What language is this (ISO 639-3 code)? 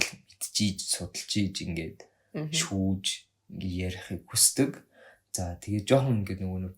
mon